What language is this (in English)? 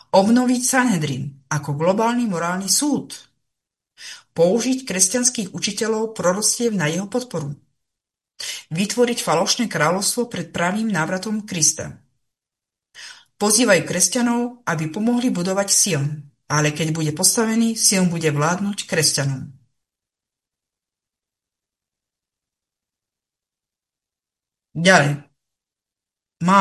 Slovak